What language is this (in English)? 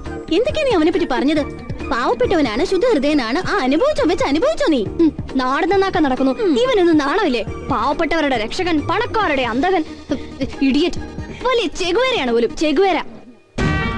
Malayalam